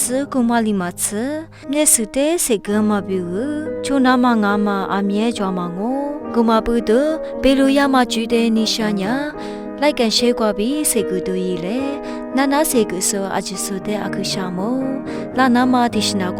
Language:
Lisu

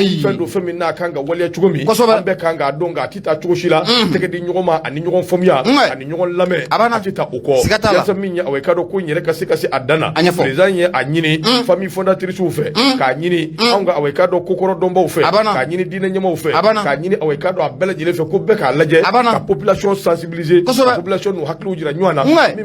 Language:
Bambara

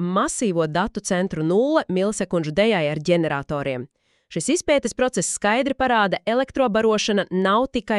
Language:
Latvian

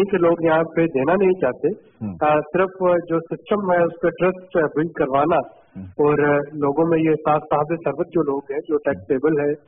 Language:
Urdu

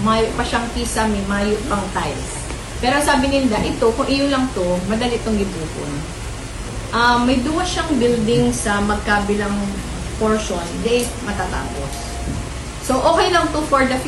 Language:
Bikol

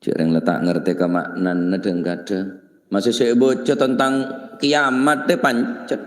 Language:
Madurese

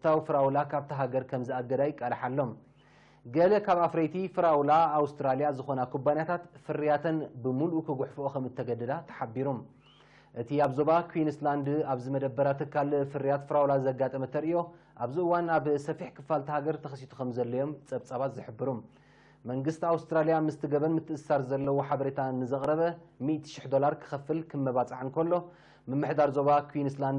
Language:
Tigrinya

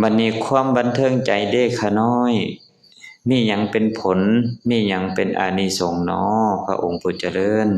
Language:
Lao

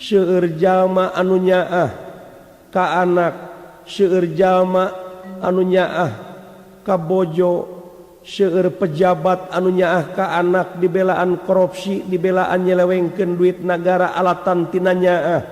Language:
Sundanese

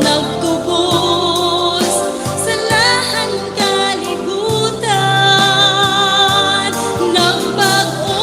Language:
Waray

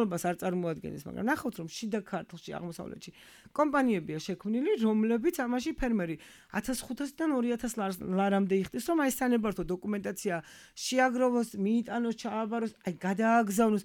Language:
Georgian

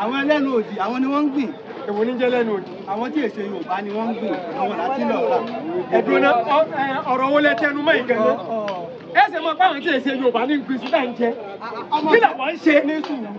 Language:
Yoruba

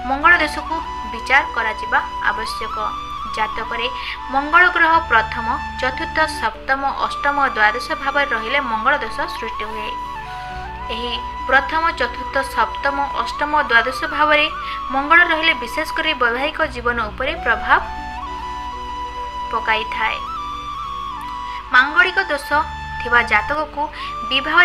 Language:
Odia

